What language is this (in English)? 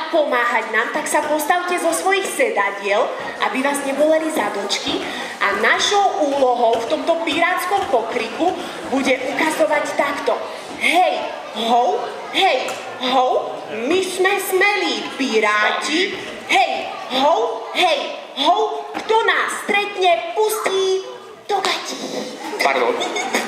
Slovak